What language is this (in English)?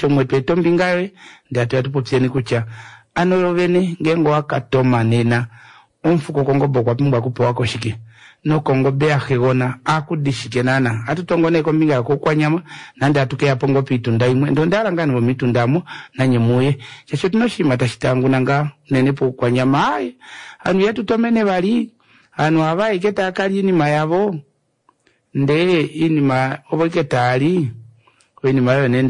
Kuanyama